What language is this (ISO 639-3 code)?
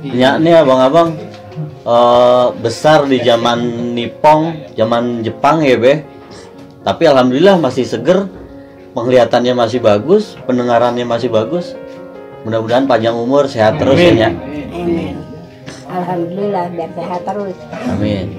bew